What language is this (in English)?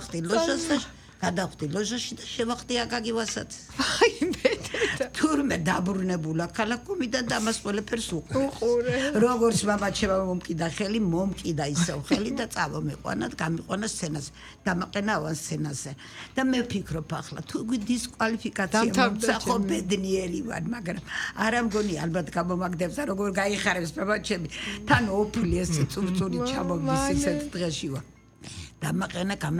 Georgian